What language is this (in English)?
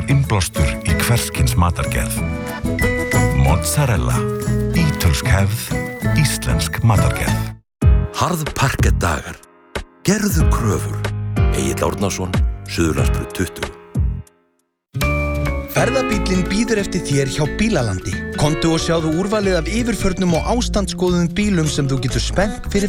Icelandic